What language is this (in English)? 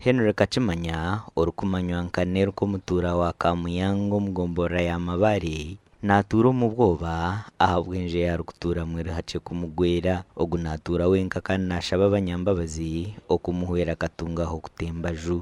Nyankole